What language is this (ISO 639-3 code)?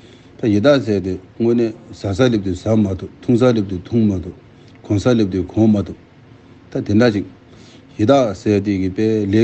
bod